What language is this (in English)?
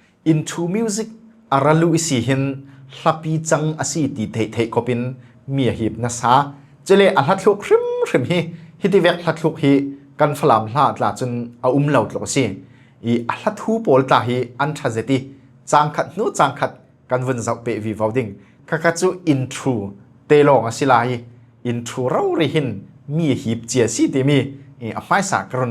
Falam Chin